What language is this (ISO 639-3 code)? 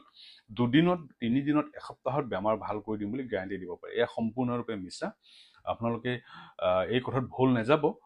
asm